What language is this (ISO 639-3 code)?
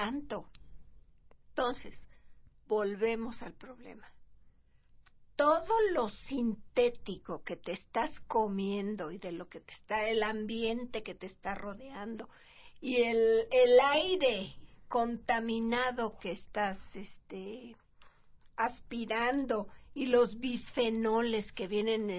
spa